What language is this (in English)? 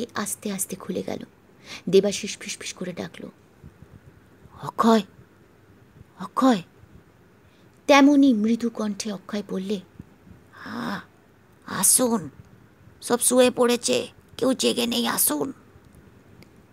Bangla